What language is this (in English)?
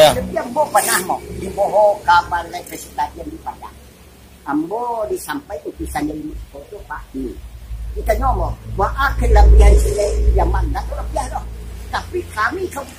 Minangkabau